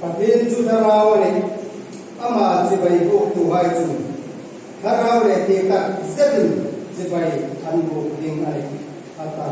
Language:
Hmar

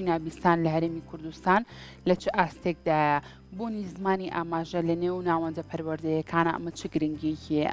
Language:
Central Kurdish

